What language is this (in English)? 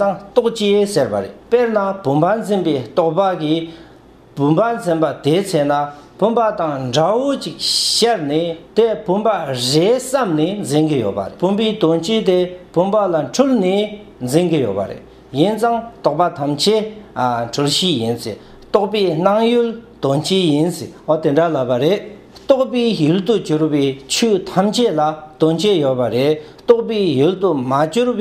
Tibetan